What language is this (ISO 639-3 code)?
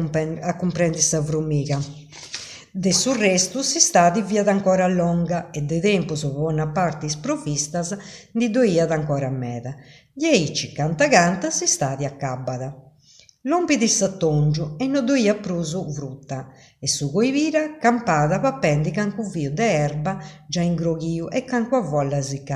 srd